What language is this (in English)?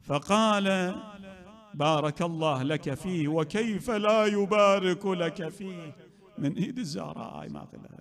Mesopotamian Arabic